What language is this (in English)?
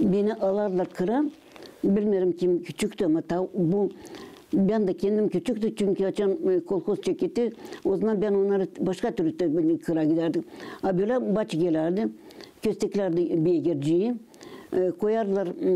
Gagauz